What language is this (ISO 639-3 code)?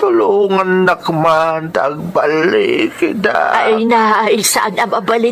ilo